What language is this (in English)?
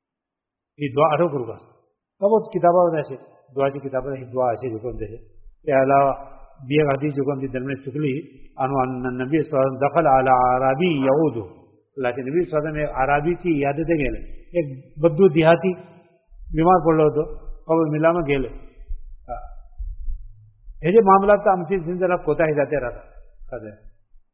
Urdu